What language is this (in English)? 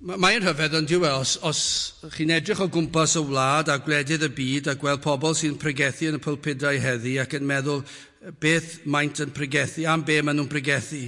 Welsh